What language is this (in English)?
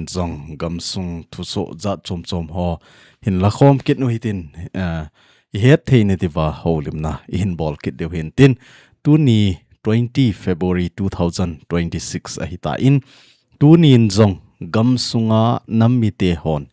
Thado Chin